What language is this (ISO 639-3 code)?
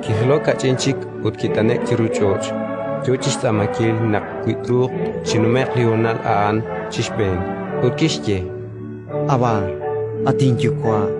kek